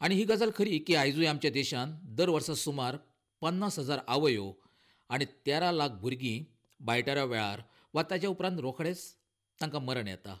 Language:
Konkani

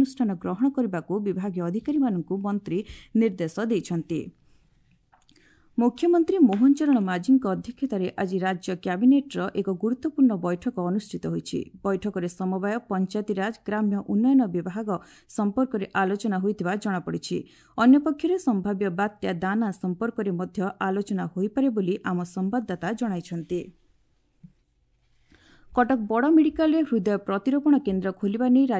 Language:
Odia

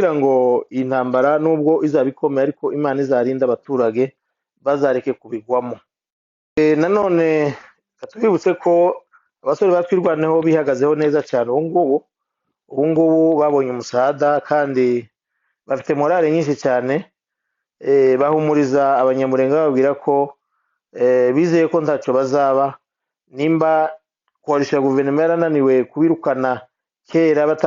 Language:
Kinyarwanda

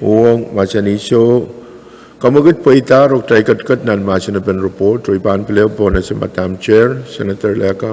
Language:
Pohnpeian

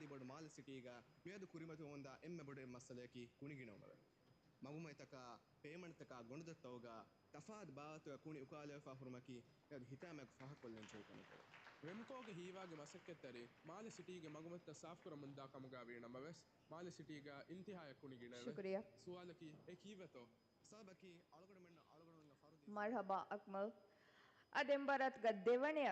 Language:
Divehi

